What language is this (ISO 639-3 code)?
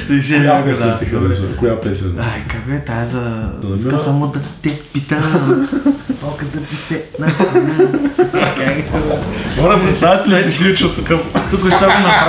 bul